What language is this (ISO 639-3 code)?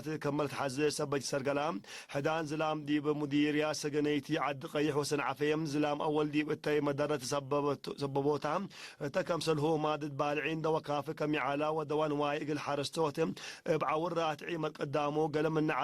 tig